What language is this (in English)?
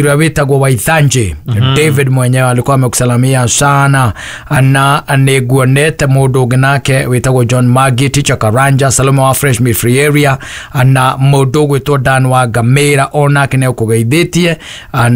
Kikuyu